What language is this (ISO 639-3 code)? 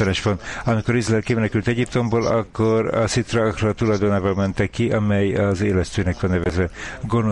hun